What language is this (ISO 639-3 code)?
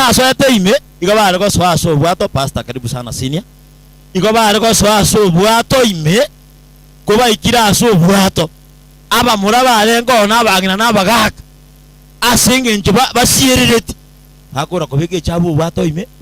guz